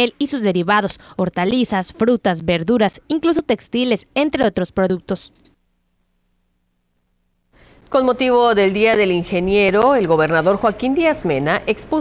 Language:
Spanish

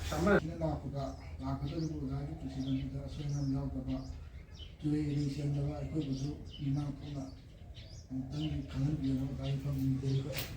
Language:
Manipuri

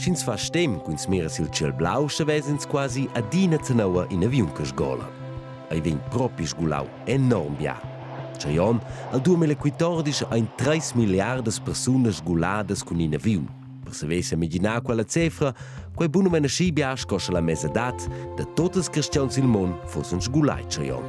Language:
Romansh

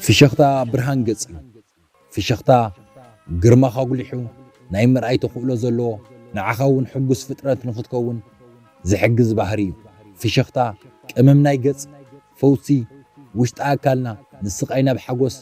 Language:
Tigrinya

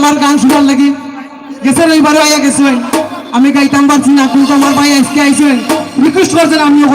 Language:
Sylheti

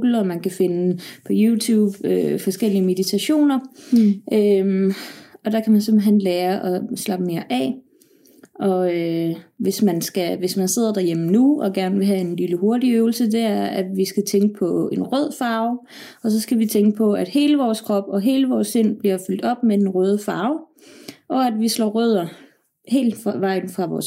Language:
Danish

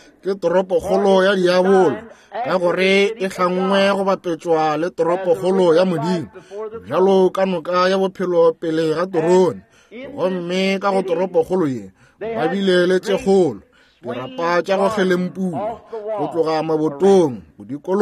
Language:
Northern Sotho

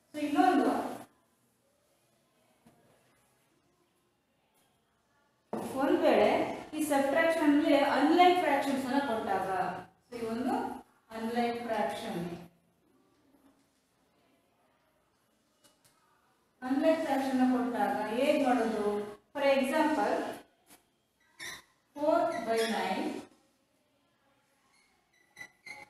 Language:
Kannada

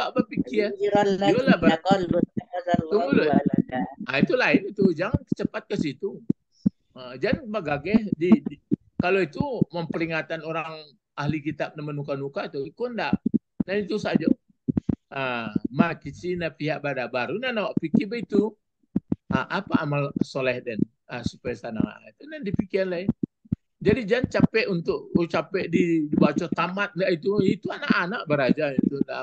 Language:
Indonesian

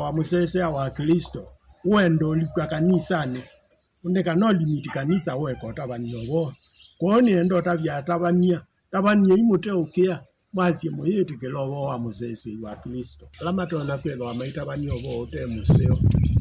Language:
Kamba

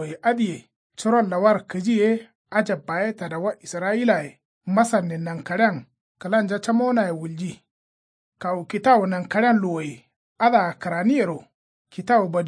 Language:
Kanuri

